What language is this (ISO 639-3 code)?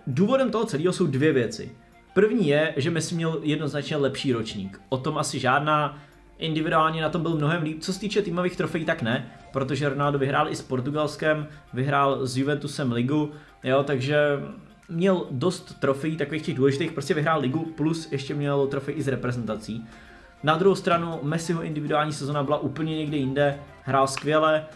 ces